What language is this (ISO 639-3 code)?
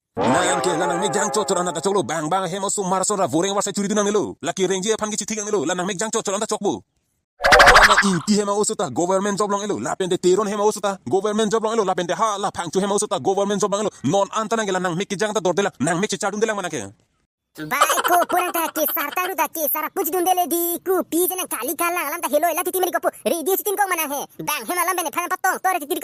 mjw